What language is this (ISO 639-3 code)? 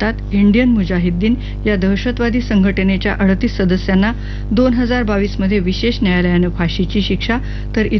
mar